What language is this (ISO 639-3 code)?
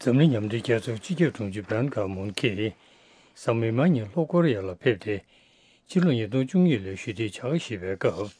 bod